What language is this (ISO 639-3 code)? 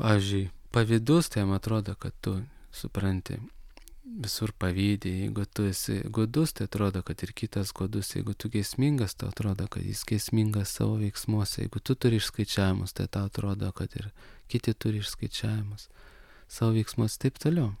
lit